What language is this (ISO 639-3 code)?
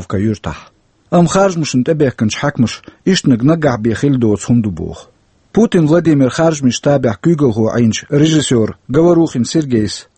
che